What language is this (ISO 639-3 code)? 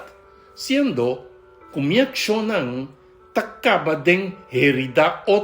pap